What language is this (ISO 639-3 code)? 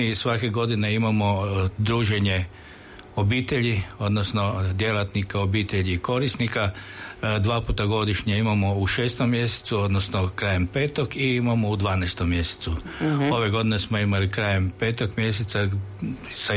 hrv